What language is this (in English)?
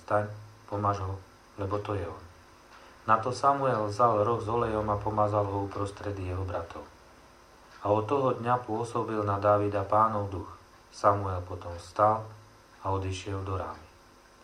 Slovak